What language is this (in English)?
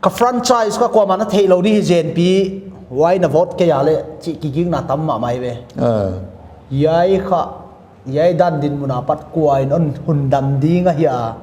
Paite Chin